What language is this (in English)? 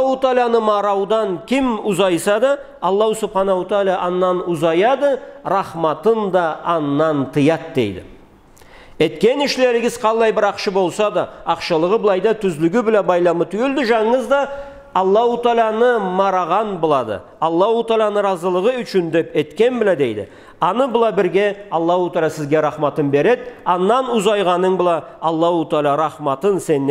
Karachay-Balkar